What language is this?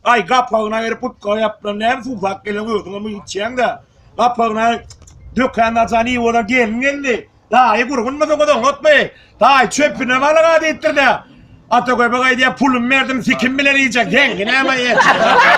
Turkmen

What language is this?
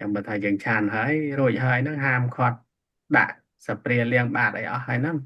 Khmer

